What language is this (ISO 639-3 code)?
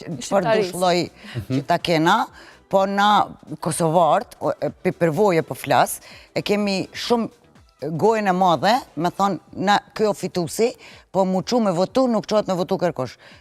sqi